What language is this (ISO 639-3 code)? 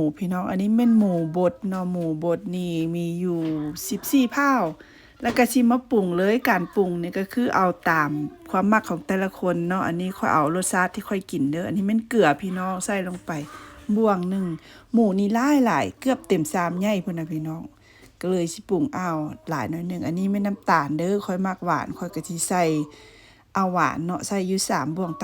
lao